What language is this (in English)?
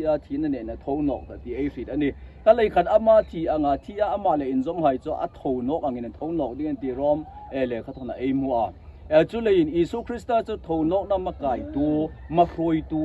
Hmar